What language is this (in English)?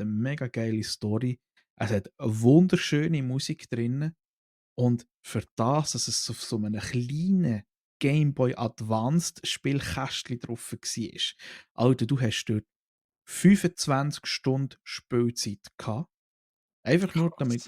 Swiss German